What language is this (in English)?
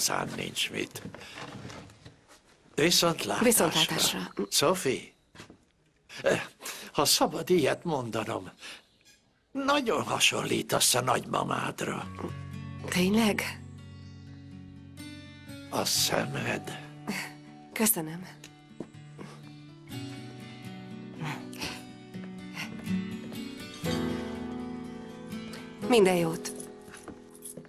Hungarian